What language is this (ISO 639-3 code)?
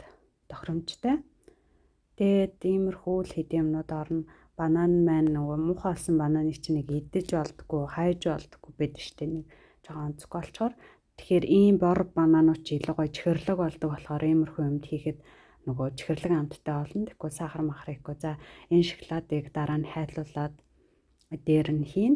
mon